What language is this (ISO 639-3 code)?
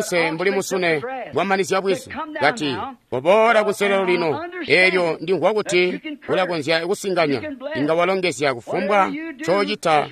toi